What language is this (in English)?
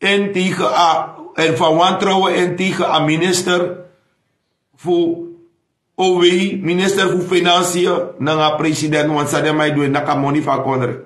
Sranan Tongo